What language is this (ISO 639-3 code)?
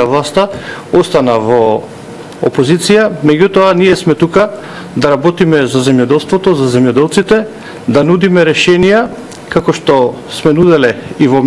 mkd